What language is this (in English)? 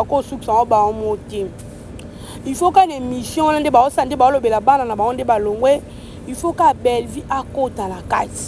Lingala